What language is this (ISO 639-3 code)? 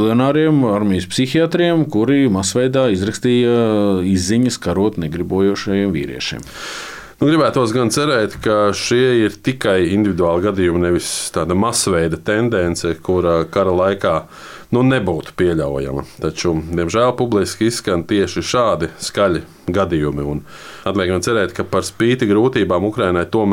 lav